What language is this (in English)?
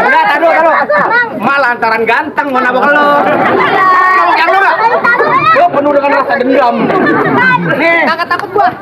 Betawi